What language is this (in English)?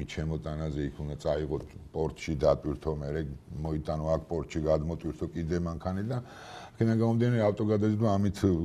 Georgian